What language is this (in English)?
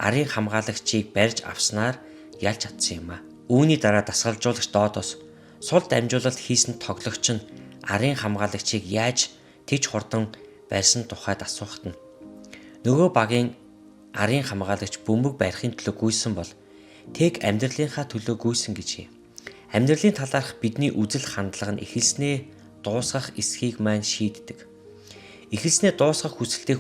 Mongolian